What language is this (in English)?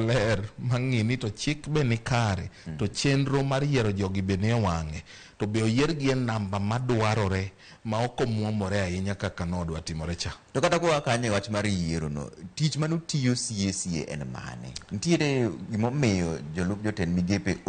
Luo (Kenya and Tanzania)